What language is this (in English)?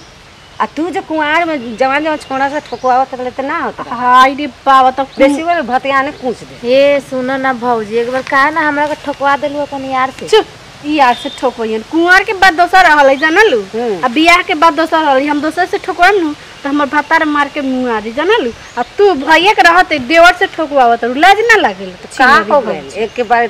Bhojpuri